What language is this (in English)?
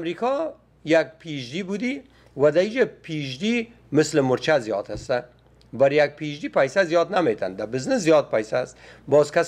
Persian